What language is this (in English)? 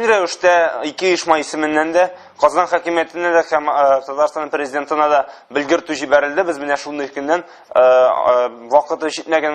Tatar